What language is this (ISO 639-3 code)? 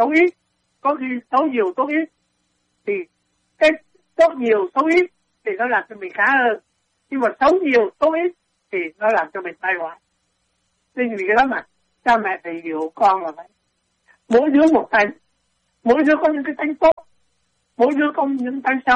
vie